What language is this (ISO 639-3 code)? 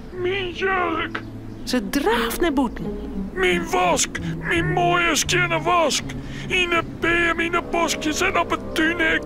fry